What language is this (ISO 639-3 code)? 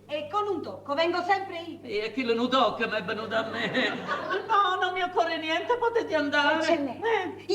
nap